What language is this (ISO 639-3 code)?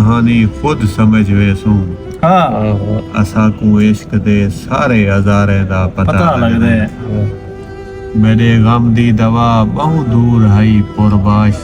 skr